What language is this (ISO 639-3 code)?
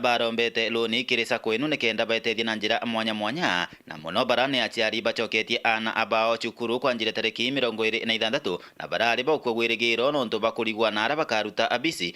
mer